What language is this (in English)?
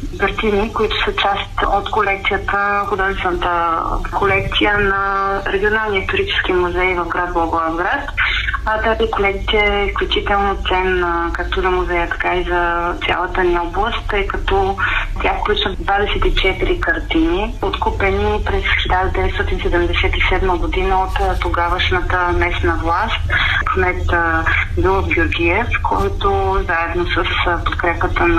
Bulgarian